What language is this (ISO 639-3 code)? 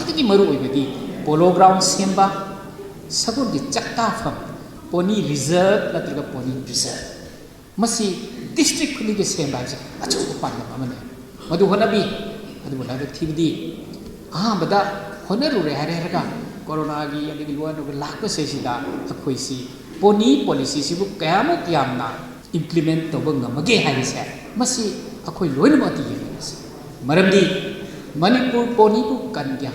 mni